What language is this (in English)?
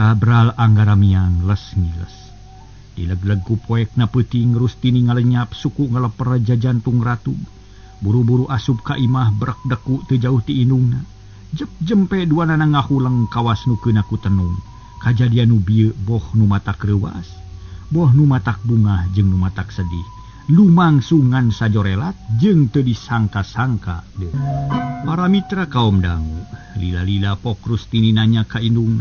Sundanese